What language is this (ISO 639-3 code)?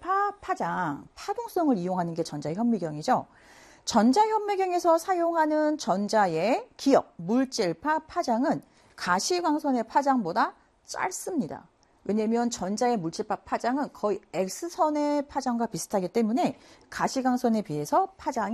kor